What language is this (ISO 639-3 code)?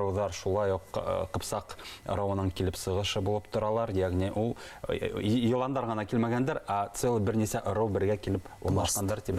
bak